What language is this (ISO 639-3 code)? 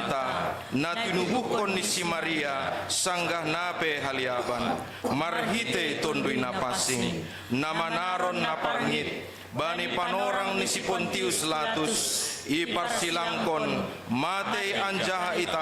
bts